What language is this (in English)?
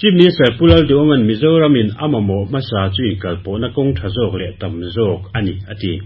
Mizo